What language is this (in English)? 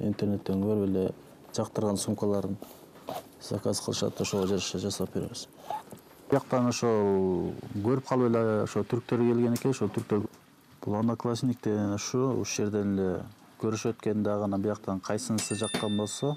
Kyrgyz